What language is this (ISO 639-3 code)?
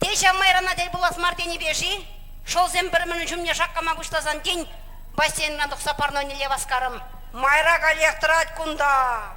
chv